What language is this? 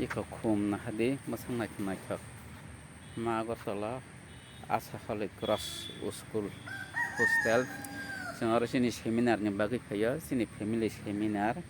Kok Borok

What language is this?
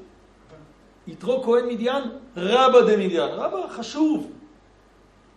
Hebrew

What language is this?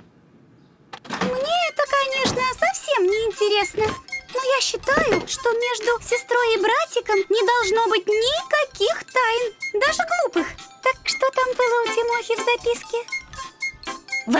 Russian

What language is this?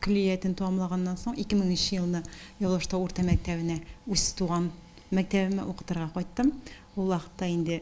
Tatar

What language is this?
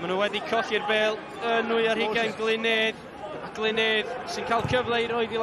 Welsh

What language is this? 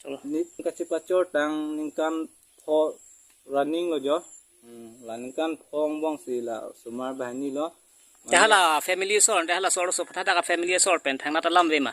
Karbi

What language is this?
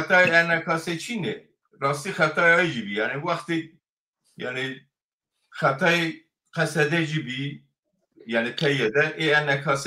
Zaza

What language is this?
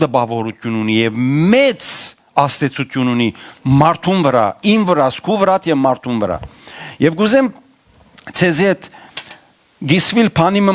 Western Armenian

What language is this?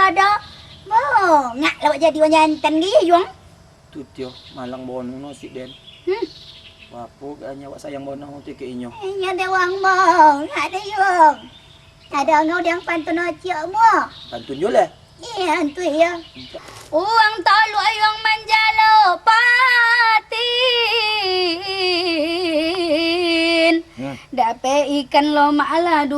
Minangkabau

